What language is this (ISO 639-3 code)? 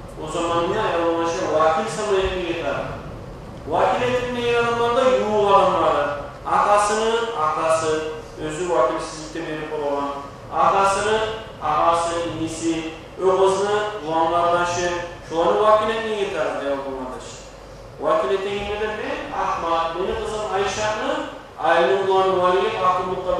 kum